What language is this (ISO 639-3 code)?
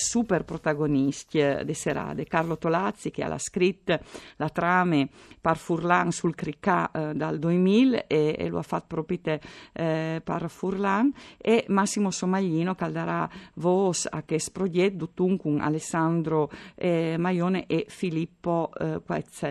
fur